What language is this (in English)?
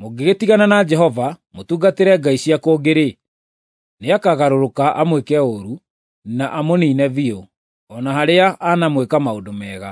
Kikuyu